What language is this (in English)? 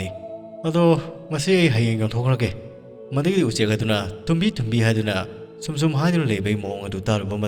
Manipuri